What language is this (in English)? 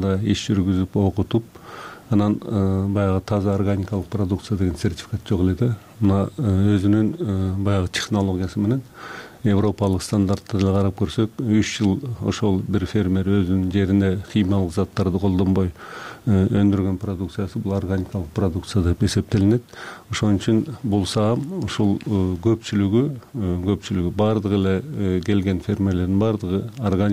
Kyrgyz